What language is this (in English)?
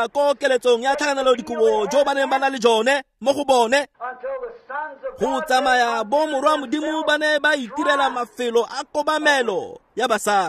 Tswana